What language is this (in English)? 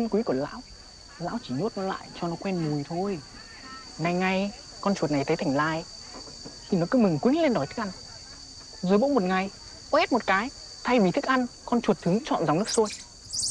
Vietnamese